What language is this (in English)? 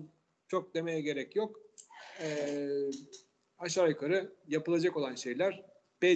Turkish